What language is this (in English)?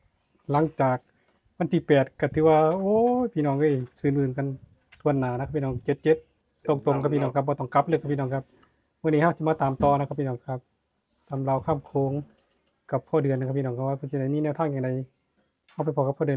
Northeastern Thai